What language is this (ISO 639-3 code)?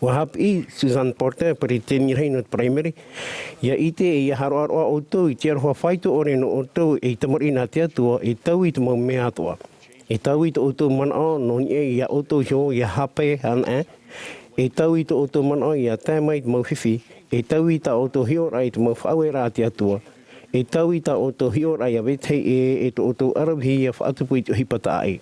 tah